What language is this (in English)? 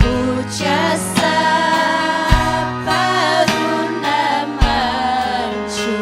Ayacucho Quechua